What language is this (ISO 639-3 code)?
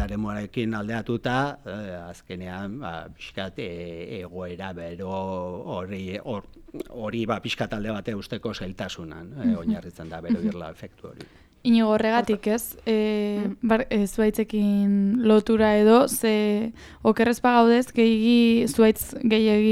eus